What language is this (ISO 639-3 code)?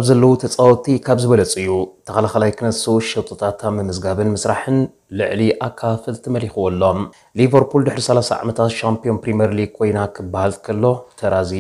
tir